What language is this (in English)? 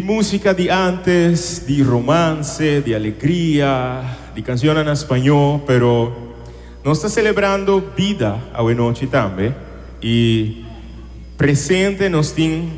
Papiamento